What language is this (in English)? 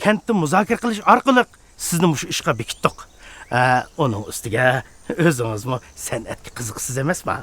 Uyghur